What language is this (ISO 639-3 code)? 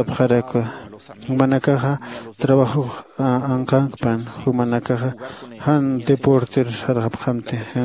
aym